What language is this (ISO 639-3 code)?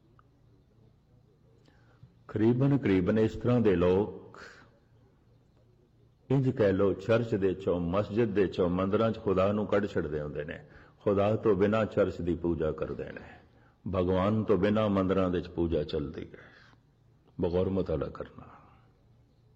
pan